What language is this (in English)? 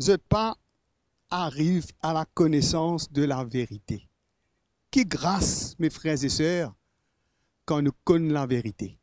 Morisyen